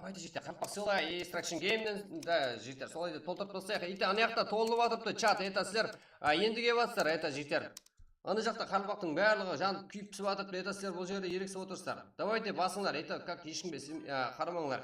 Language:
Kara-Kalpak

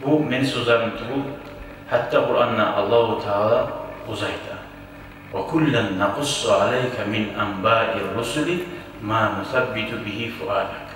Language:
Kumyk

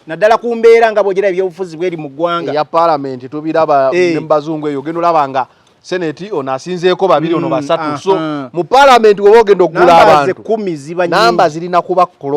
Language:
Ganda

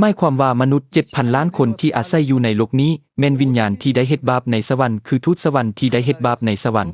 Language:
Lao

